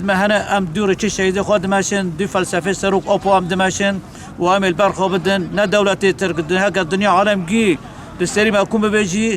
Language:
Kurdish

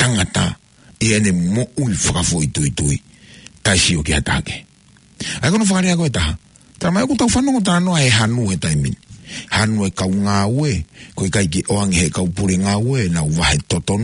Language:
Tongan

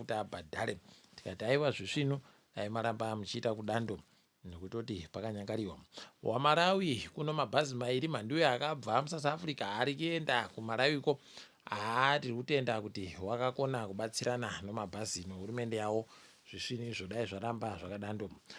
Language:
Ndau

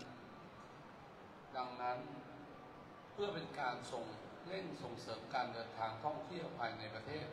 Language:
Thai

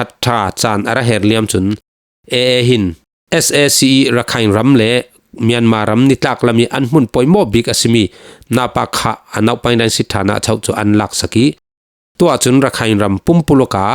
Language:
Falam Chin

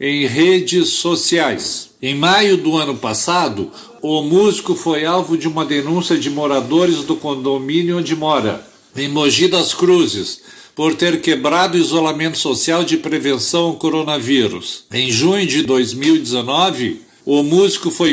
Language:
Portuguese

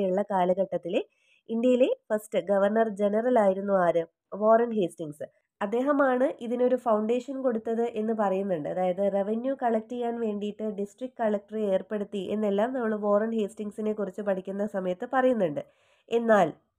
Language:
Malayalam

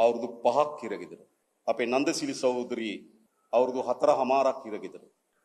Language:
Sinhala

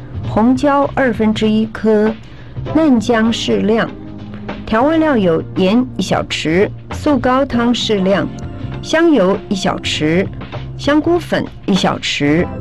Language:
Chinese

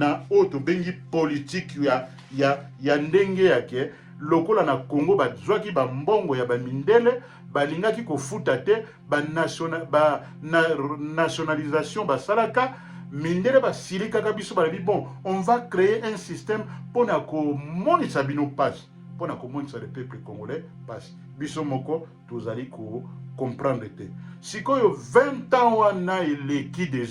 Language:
Lingala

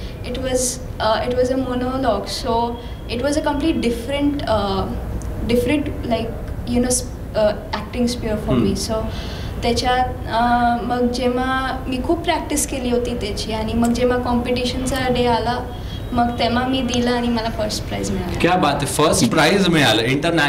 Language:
Marathi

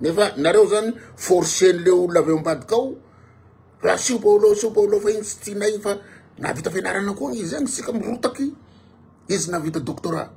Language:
Malagasy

